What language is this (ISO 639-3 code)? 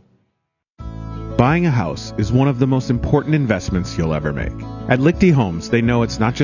eng